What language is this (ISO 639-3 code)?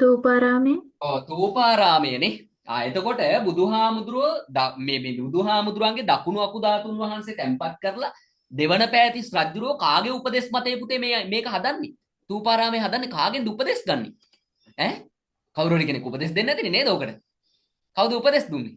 sin